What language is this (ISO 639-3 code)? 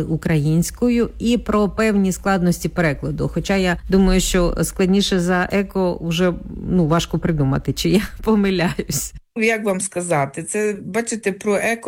ukr